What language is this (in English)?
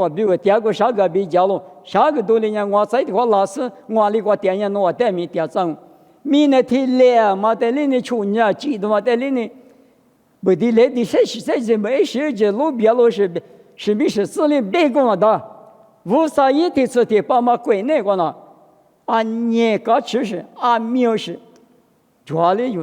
Lisu